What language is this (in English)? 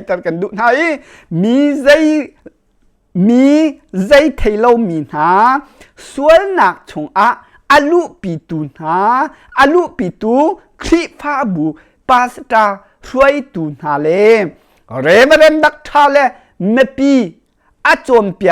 Hakha Chin